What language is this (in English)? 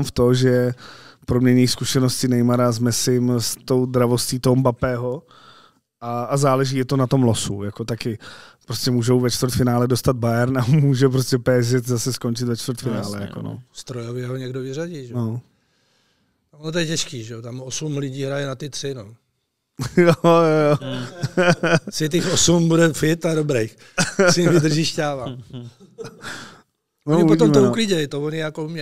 Czech